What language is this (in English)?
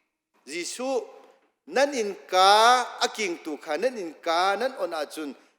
Hakha Chin